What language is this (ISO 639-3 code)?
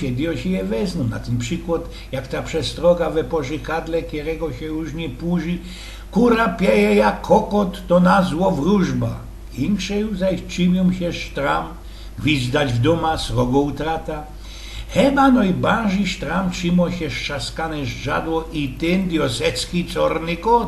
szl